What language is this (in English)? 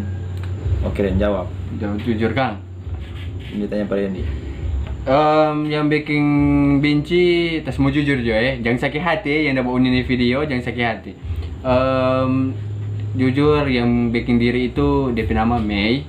Manado Malay